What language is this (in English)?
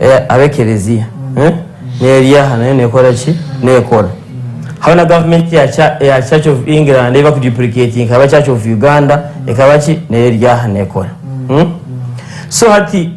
Nyankole